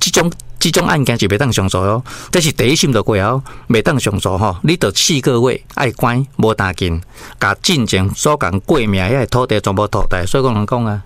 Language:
Min Nan Chinese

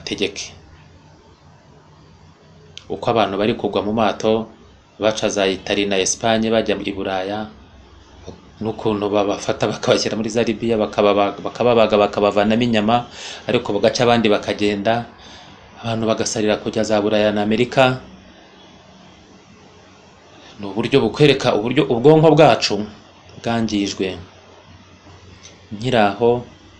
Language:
Kinyarwanda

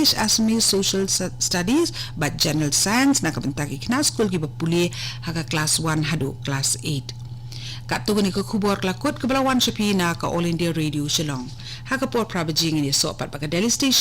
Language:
Khasi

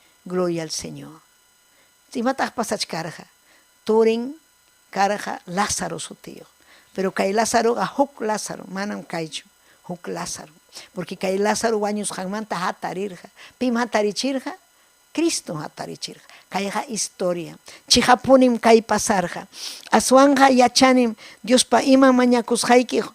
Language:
Ayacucho Quechua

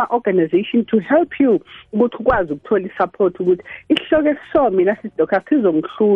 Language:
South Ndebele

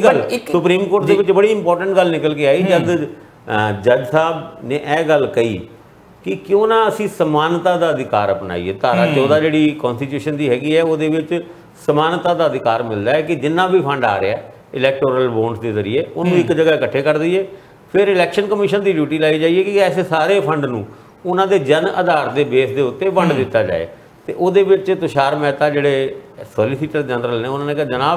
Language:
Punjabi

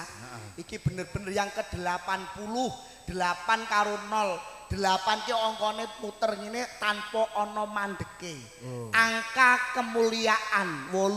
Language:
Javanese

